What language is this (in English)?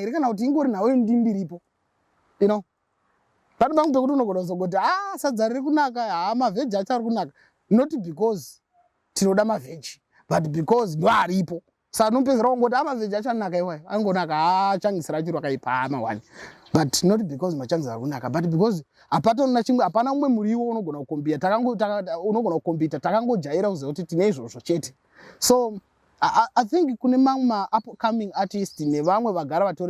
Shona